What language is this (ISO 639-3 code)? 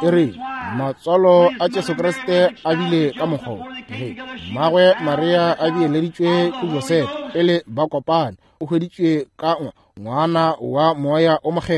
nso